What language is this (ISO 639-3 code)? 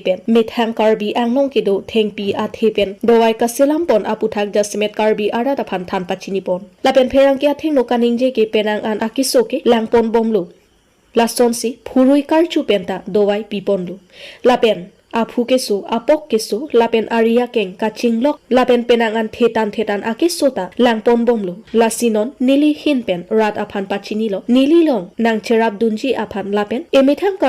mjw